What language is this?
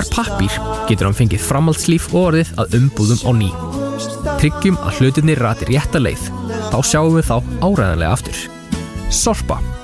Icelandic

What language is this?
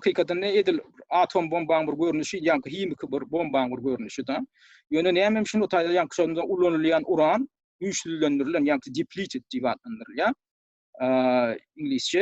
Turkmen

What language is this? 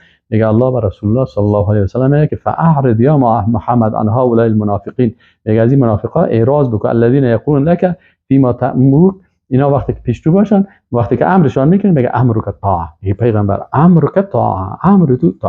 Persian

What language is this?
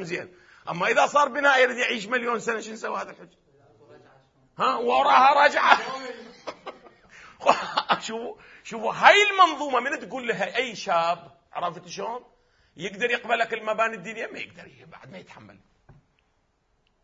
Arabic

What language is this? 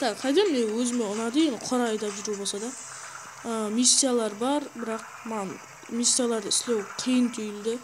Kara-Kalpak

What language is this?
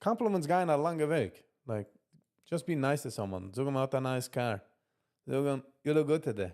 Yiddish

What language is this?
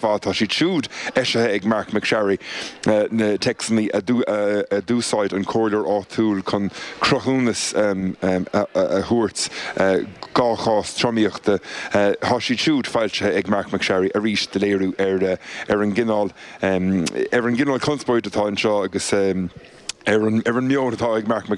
Irish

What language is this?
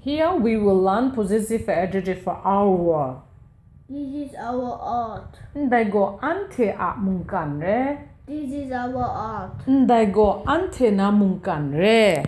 Kachin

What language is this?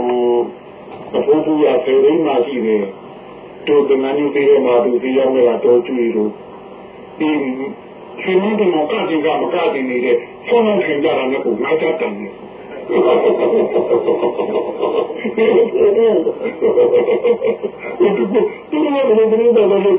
Burmese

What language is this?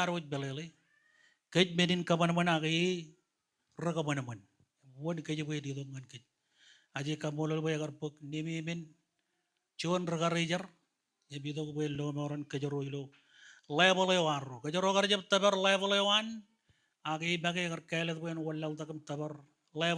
Marshallese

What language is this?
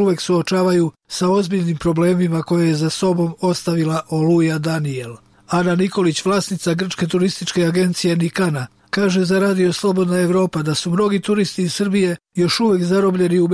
Serbian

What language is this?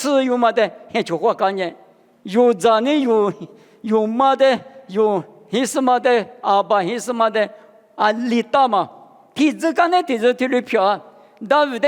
Lisu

